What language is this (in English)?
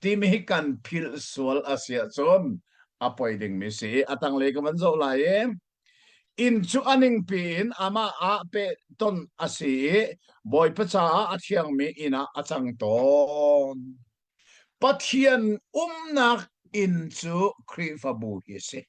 Hakha Chin